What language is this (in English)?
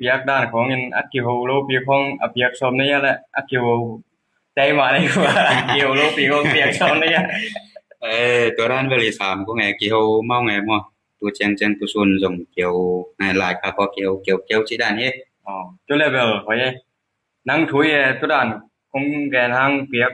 Tedim Chin